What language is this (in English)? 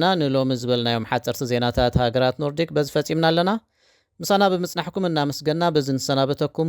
Tigrinya